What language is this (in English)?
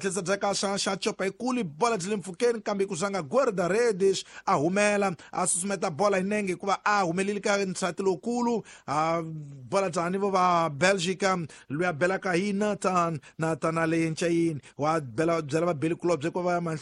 Tsonga